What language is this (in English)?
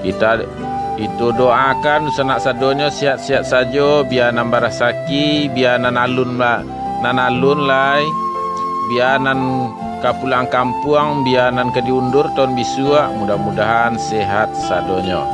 Minangkabau